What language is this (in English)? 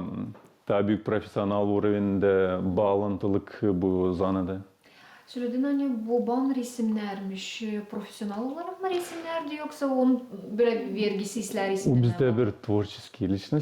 Gagauz